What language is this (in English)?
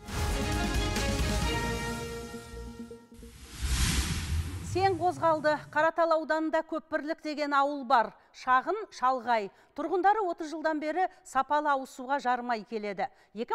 Kazakh